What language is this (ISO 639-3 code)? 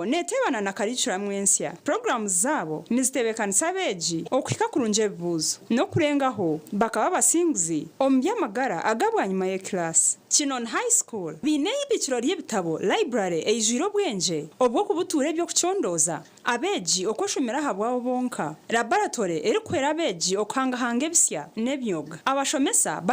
nyn